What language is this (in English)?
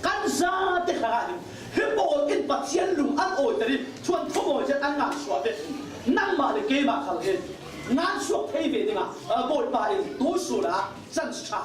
Falam Chin